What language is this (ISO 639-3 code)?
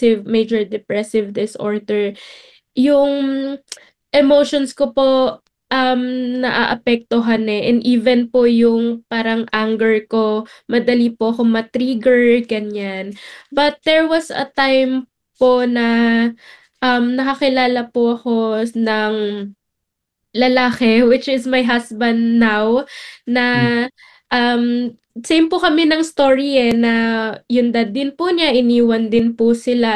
fil